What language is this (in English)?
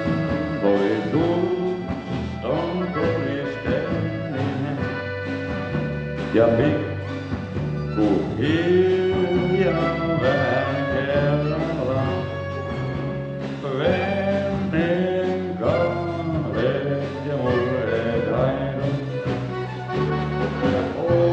Finnish